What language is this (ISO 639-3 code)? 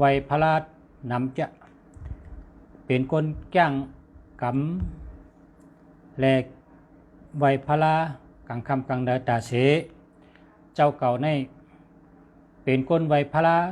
shn